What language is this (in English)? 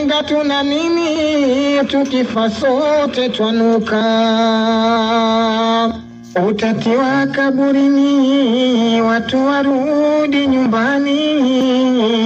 Swahili